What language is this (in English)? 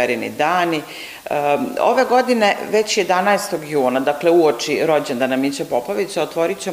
Serbian